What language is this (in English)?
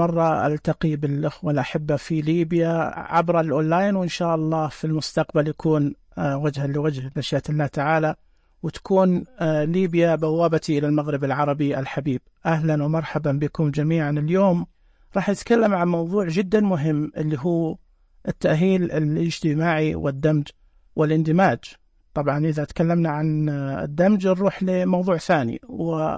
Najdi Arabic